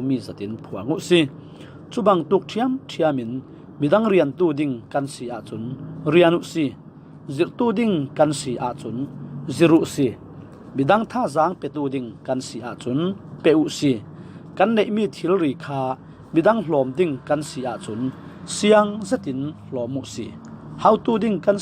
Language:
Falam Chin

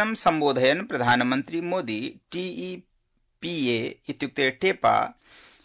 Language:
Sanskrit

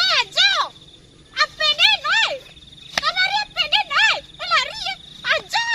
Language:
Minangkabau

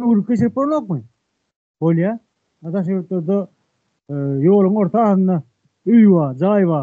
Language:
Turkmen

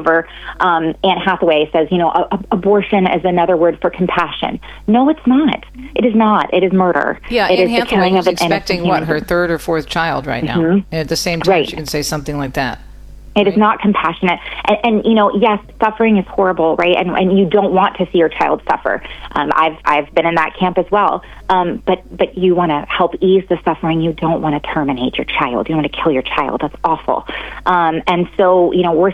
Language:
English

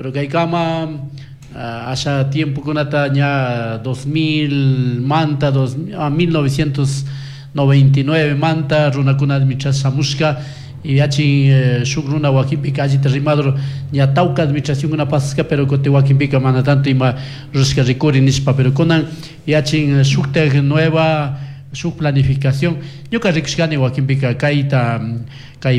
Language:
Chimborazo Highland Quichua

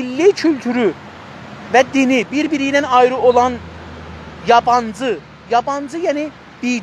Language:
South Azerbaijani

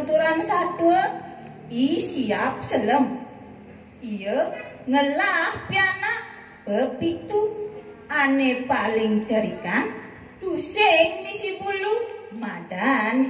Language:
Balinese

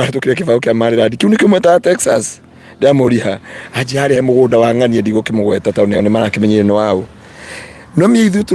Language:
Kikuyu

